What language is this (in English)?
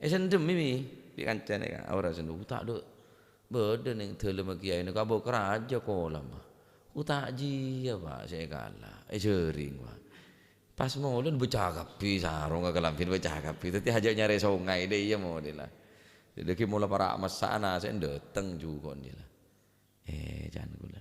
Madurese